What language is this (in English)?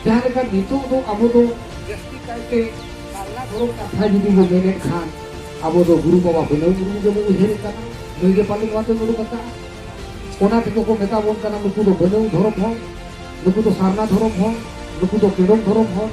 Santali